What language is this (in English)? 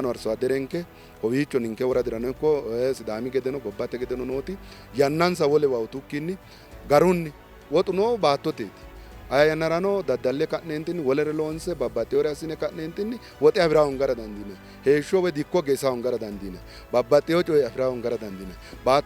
Sidamo